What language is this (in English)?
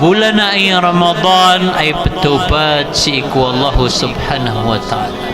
Maranao